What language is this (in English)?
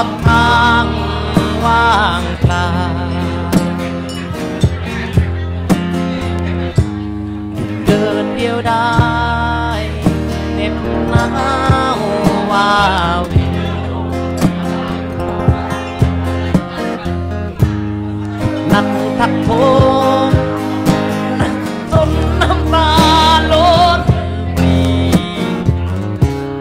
Thai